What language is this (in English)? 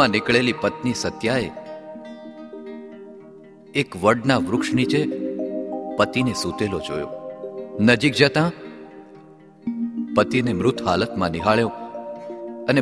Gujarati